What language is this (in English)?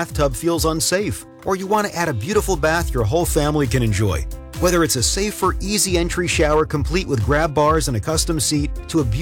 English